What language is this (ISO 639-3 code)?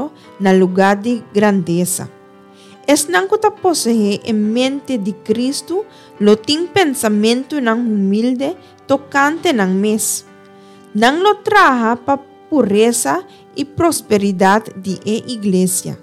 pap